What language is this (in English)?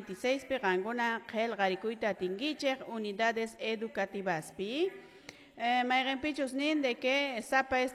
Quechua